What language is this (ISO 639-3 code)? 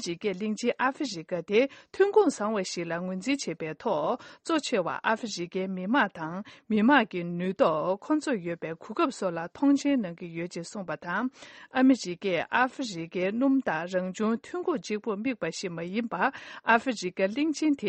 bod